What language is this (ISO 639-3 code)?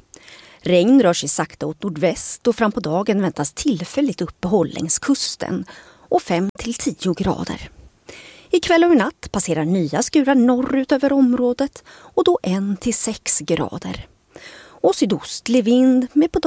swe